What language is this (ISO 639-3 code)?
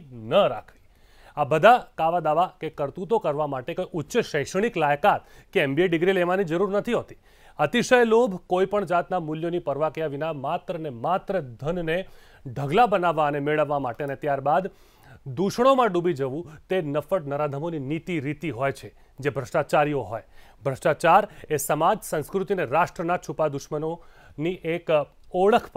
guj